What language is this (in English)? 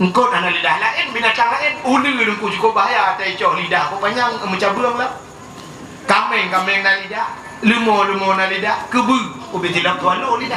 Achinese